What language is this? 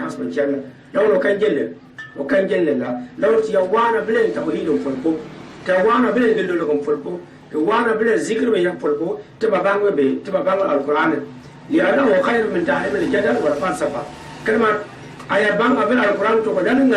Gourmanchéma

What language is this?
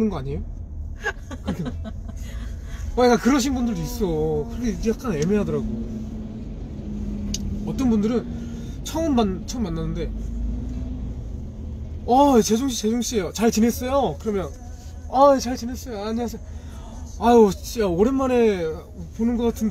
Korean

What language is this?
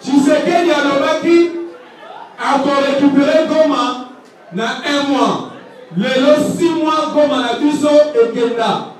Lingala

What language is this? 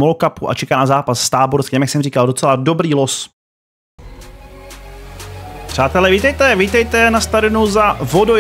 Czech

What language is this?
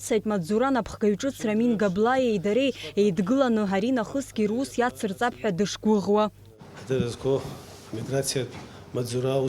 Abkhazian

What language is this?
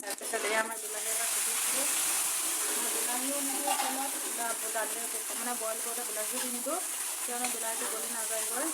Assamese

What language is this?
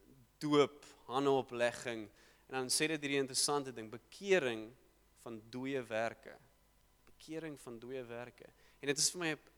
Afrikaans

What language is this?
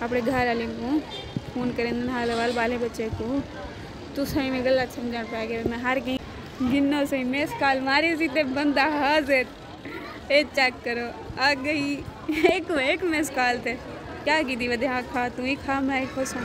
Saraiki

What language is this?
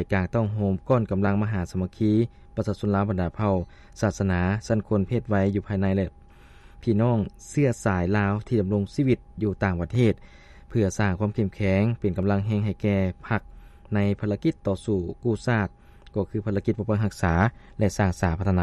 Lao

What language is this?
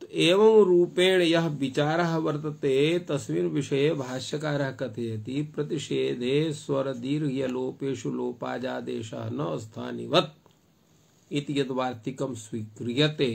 Sanskrit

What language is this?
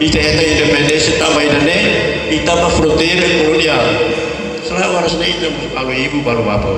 Tetum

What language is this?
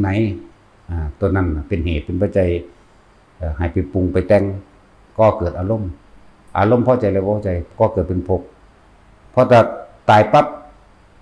Northeastern Thai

